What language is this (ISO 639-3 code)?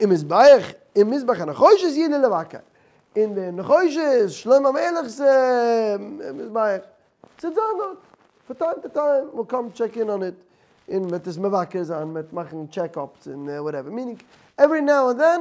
yid